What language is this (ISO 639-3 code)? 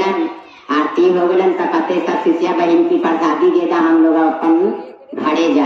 mag